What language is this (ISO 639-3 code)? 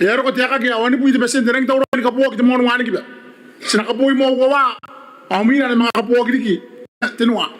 gil